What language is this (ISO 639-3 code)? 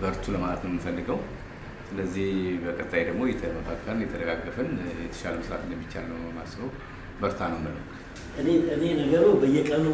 amh